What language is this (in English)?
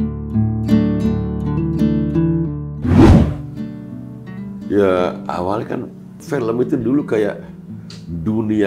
Indonesian